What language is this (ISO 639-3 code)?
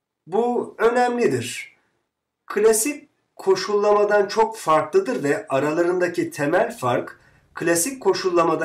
tur